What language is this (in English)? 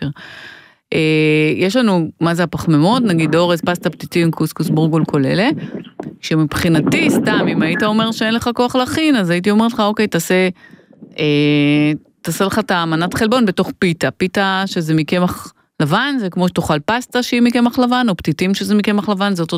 Hebrew